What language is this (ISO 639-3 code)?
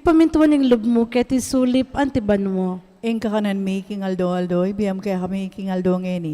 pam